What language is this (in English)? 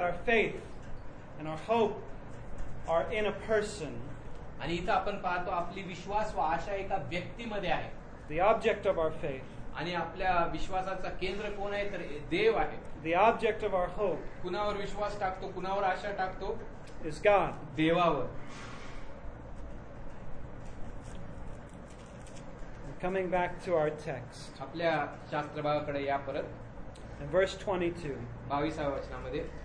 Marathi